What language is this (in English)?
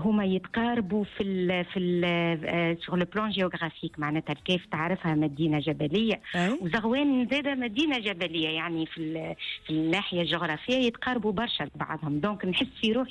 Tunisian Arabic